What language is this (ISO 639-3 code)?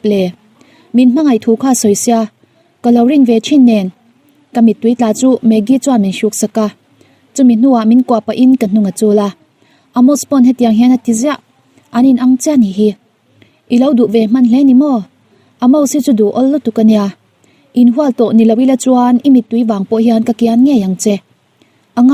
lus